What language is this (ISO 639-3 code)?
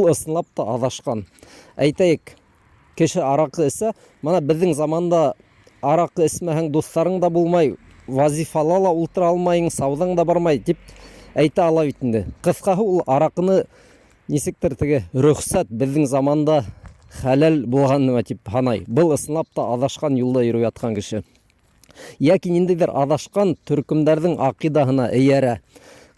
bak